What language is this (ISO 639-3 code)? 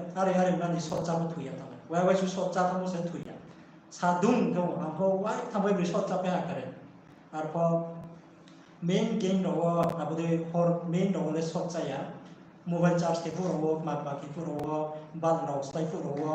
ria